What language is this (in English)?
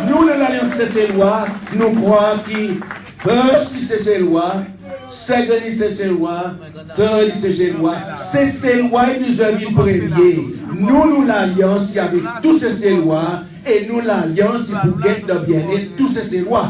Seselwa Creole French